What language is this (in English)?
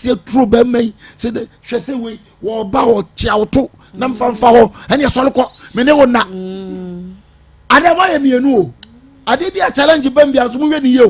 Akan